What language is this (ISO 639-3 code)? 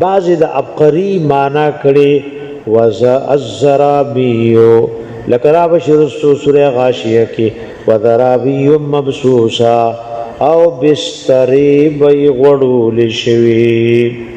pus